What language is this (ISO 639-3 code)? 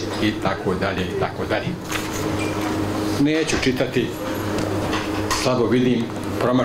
bos